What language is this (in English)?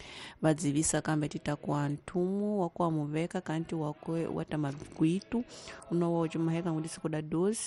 Tsonga